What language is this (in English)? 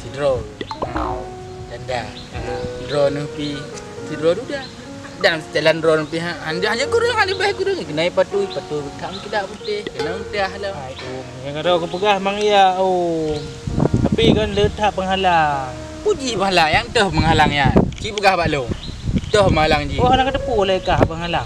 Achinese